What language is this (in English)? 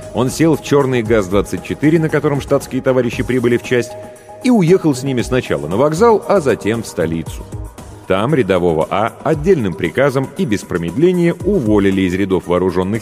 Russian